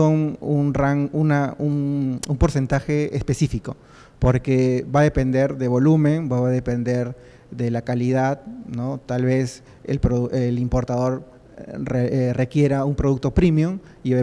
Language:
Spanish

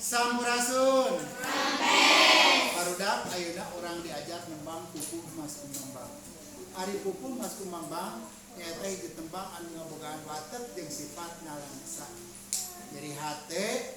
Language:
Sundanese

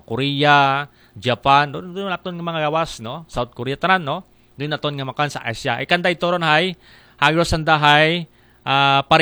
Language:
Aklanon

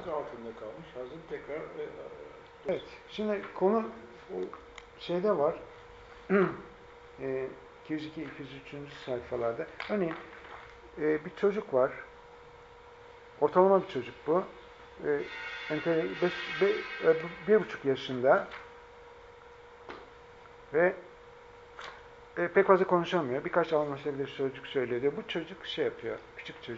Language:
Turkish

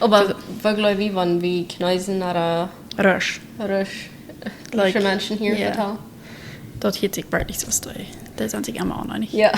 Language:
Plautdietsch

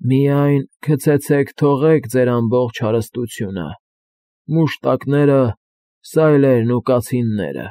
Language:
Armenian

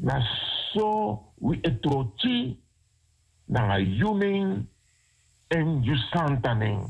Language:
Sranan Tongo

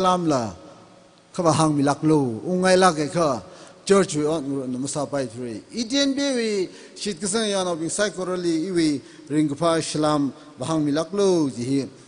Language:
Tangkhul Naga (India)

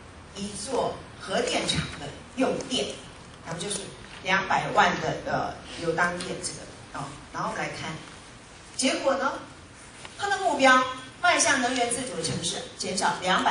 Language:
Chinese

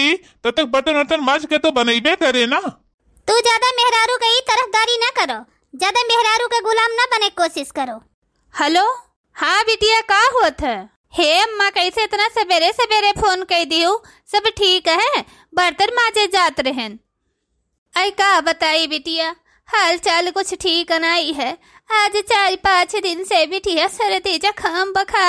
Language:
Awadhi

